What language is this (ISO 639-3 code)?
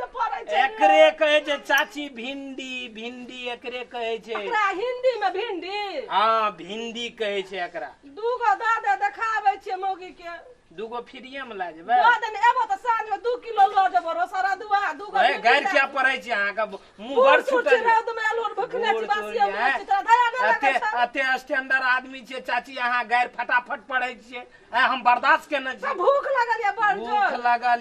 mai